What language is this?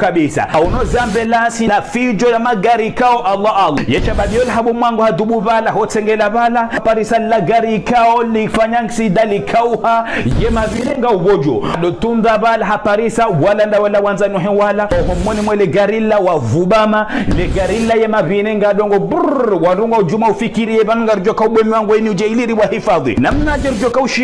Ngazidja Comorian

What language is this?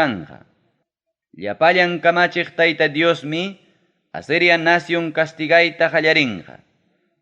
Ayacucho Quechua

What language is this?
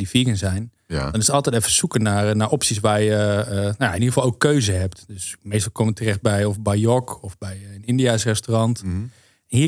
Dutch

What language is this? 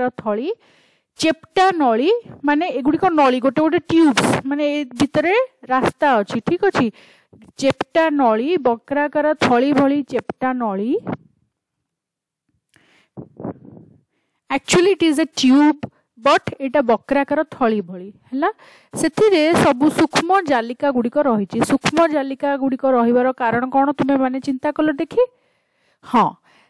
Odia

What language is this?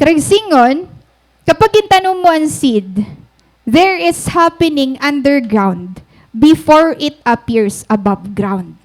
Waray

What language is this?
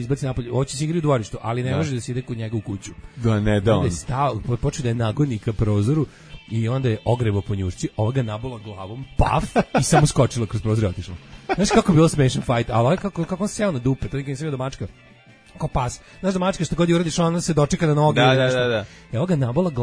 Serbian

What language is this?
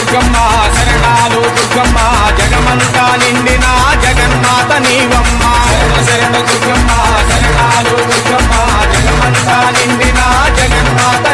Telugu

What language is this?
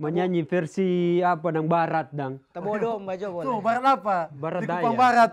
Manado Malay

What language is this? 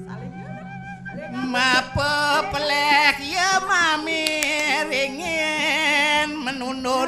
Balinese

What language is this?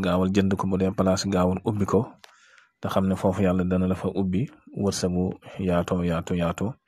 Wolof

